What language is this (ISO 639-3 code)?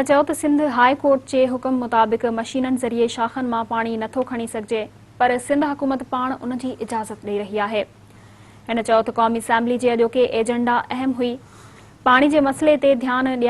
snd